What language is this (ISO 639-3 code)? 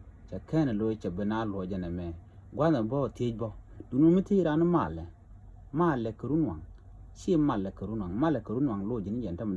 nus